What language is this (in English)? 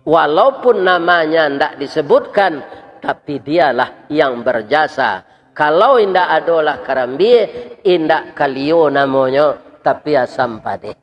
Minangkabau